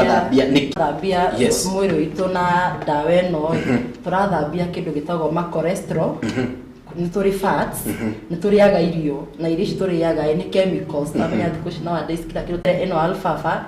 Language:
Kikuyu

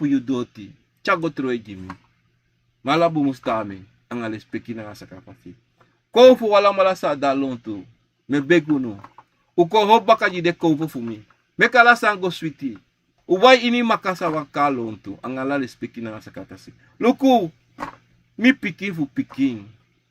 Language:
Sranan Tongo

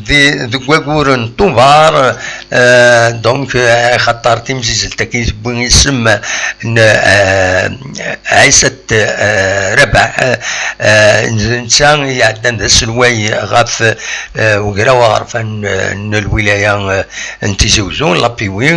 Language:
Kabyle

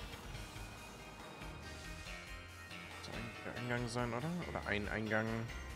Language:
German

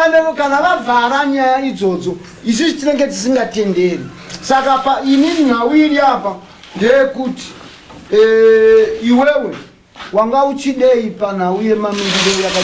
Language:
Shona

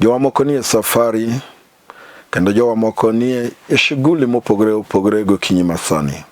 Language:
Luo (Kenya and Tanzania)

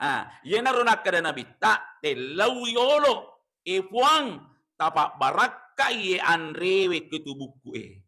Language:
Buginese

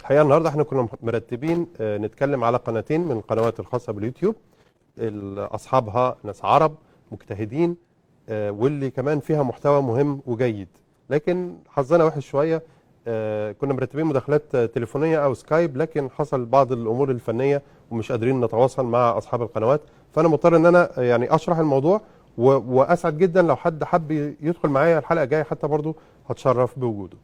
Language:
Egyptian Arabic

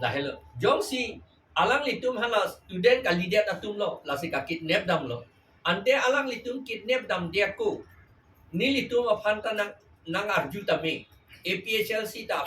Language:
Karbi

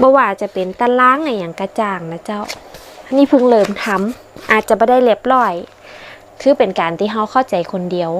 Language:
Northern Thai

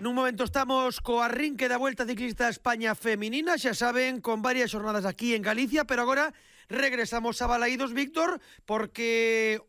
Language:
Galician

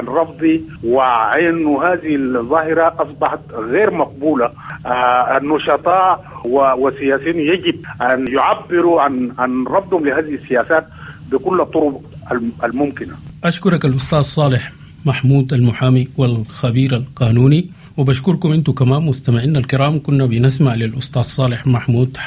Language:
Sudanese Arabic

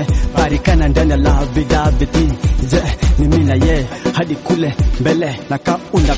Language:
Swahili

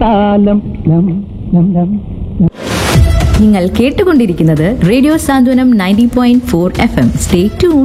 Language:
Malayalam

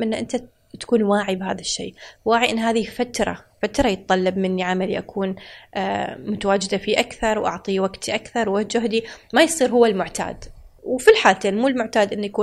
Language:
Gulf Arabic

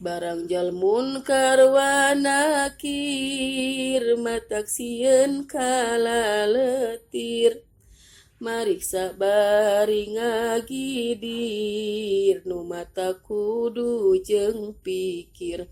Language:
Sundanese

